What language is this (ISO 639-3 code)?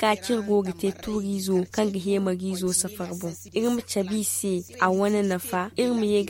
dje